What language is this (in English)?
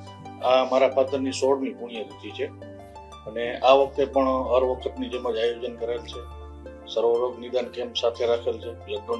Gujarati